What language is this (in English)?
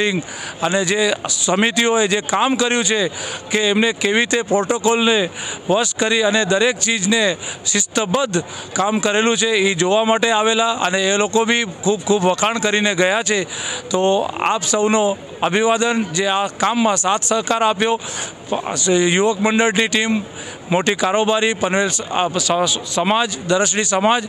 Gujarati